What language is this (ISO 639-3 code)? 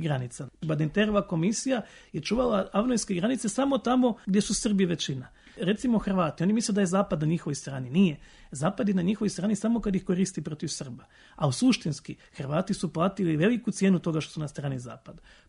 srp